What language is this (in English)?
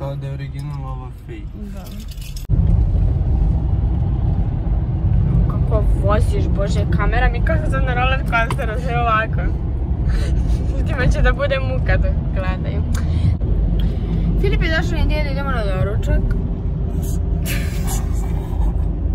Serbian